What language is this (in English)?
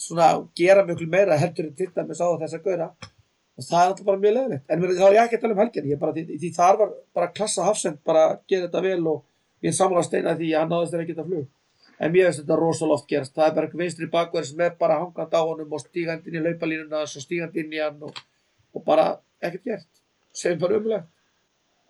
Icelandic